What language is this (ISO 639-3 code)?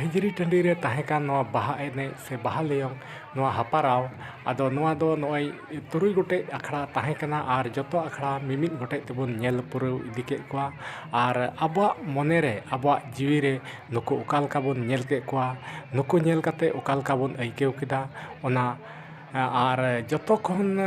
sat